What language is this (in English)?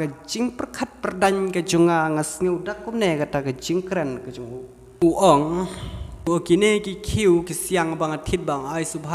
Khasi